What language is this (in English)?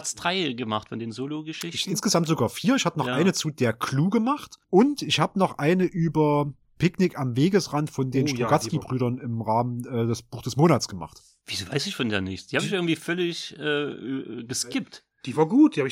German